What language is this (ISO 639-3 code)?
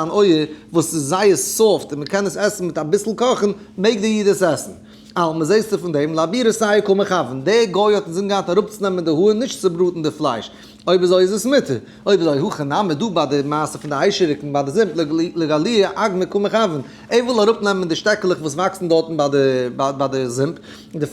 yid